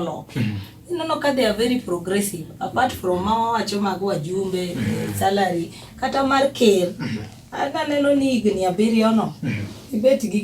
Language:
Luo (Kenya and Tanzania)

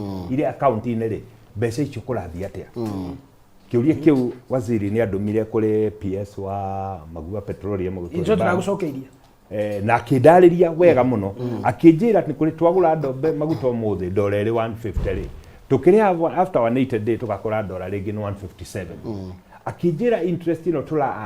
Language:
Kikuyu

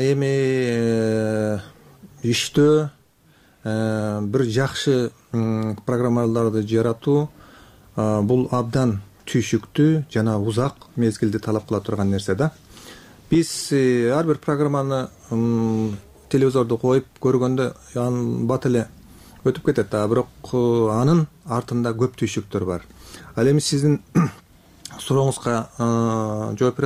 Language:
Kyrgyz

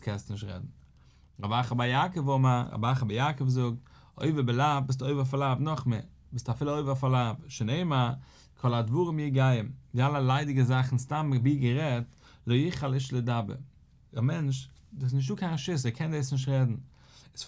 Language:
Yiddish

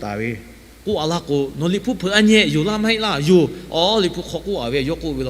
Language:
Lahu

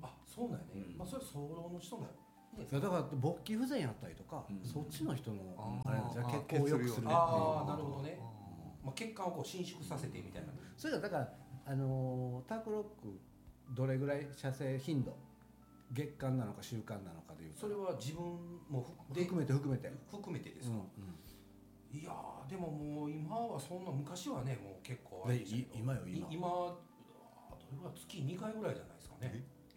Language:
Japanese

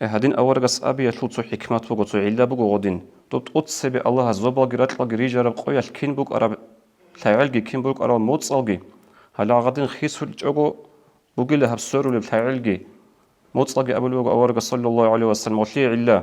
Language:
Avaric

